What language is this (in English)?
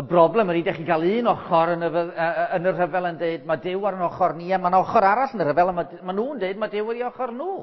Welsh